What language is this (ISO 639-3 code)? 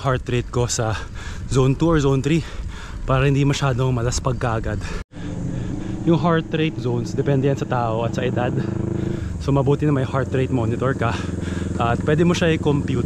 fil